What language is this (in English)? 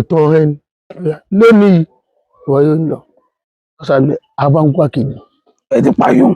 Yoruba